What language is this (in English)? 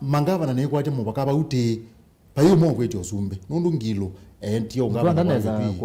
Kamba